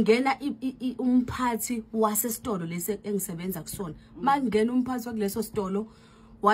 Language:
Zulu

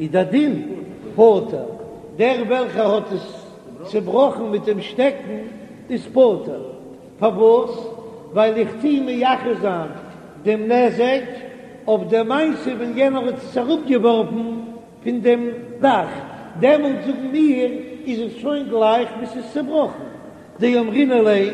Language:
Yiddish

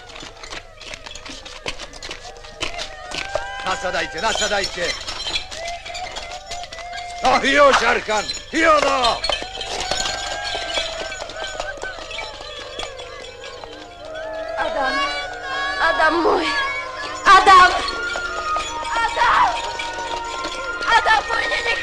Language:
Slovak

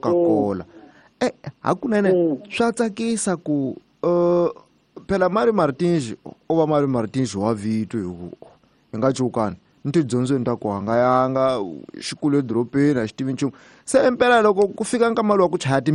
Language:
Tsonga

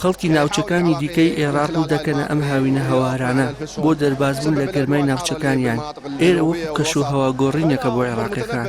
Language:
Central Kurdish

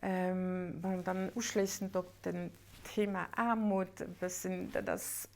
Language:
Luxembourgish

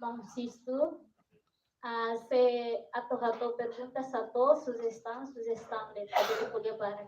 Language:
Tetum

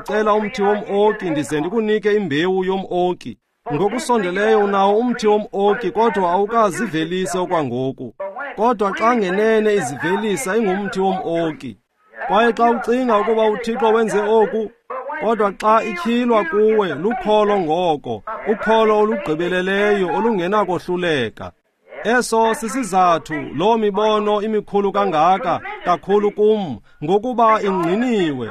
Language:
Xhosa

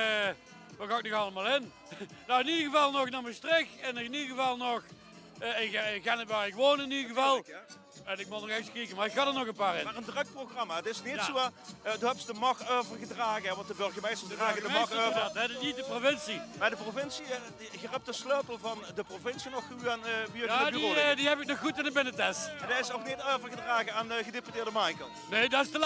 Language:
Limburgish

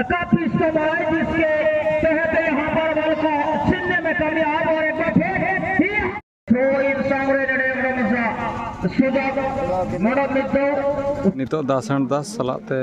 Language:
Santali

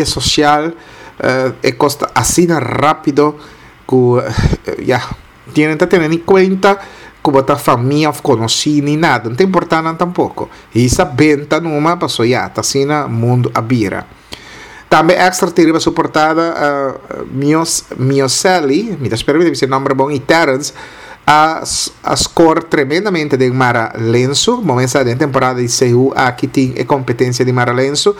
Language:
Papiamento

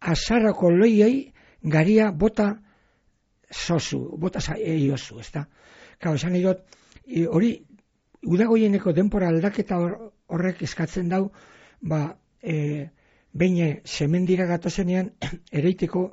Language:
Basque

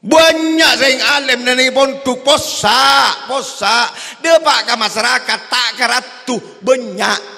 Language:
Madurese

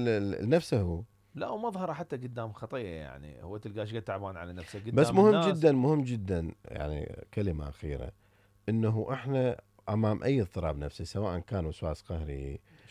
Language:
Mesopotamian Arabic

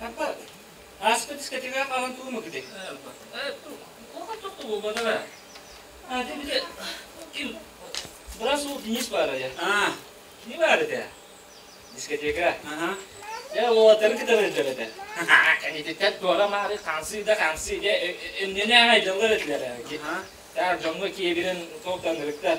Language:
Yakut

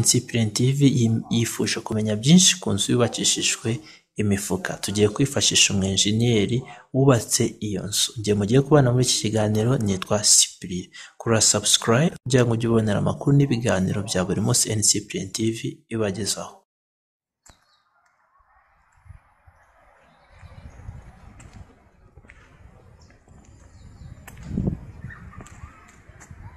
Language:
Kinyarwanda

